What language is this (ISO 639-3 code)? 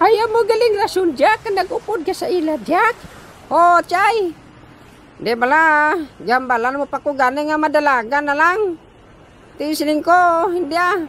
hil